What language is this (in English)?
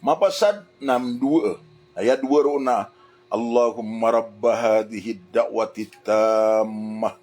Maranao